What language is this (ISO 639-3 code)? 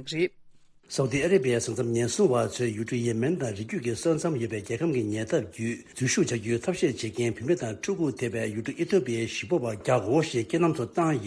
bod